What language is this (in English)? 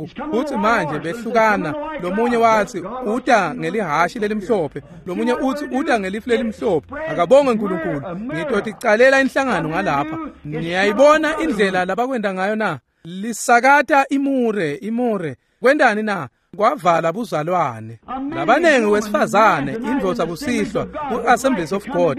Swati